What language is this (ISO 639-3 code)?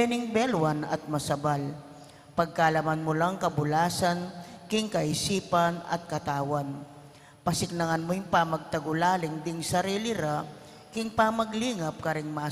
pam